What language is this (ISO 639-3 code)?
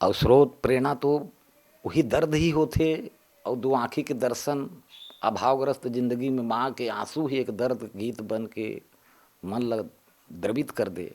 hne